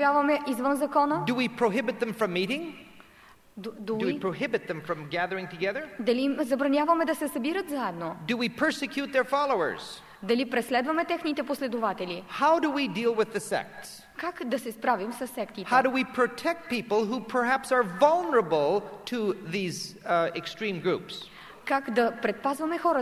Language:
Bulgarian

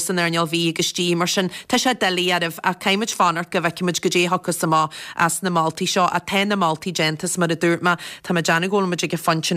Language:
Irish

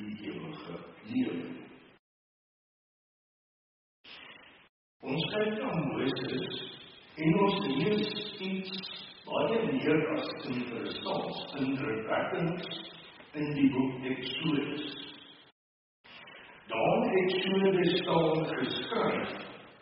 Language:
Afrikaans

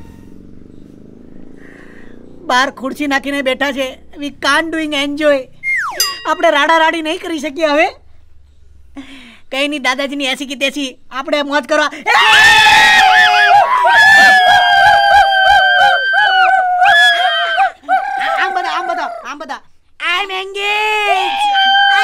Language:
Gujarati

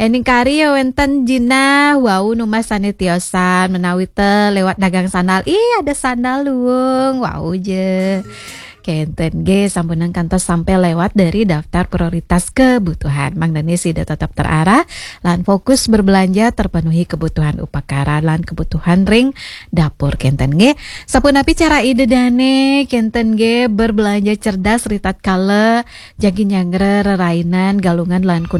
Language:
Balinese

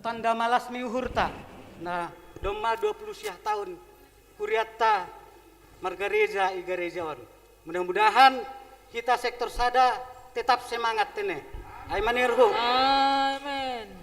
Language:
Batak Simalungun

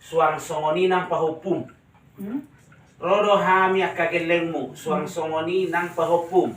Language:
Batak Toba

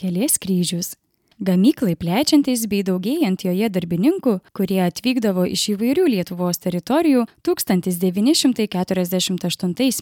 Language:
Lithuanian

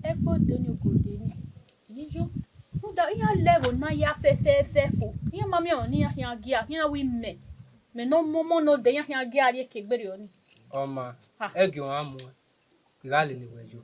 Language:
Bini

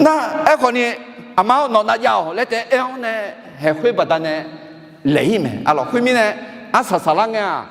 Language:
Akha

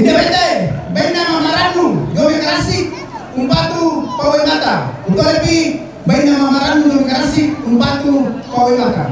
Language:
Toraja-Sa'dan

